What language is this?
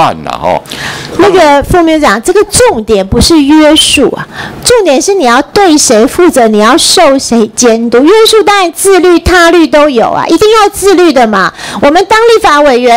Chinese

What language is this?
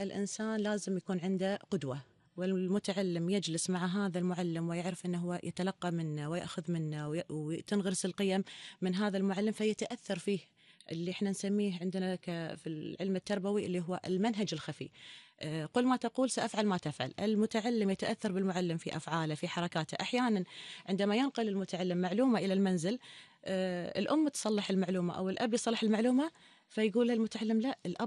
Gulf Arabic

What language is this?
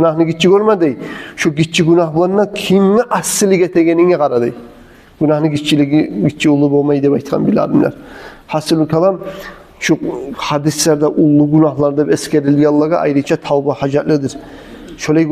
Kumyk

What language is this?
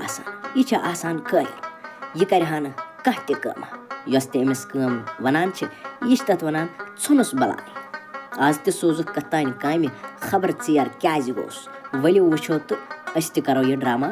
Kashmiri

